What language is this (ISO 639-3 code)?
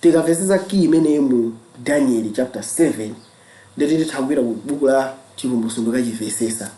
nya